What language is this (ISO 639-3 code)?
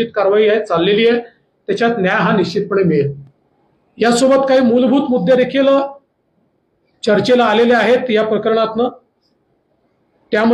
mar